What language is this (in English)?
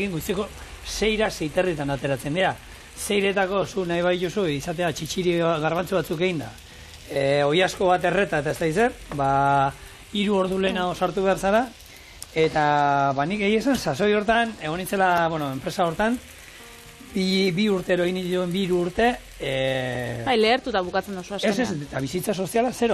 Basque